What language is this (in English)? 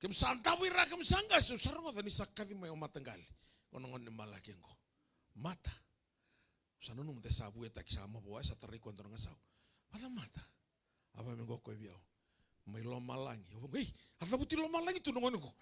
Fijian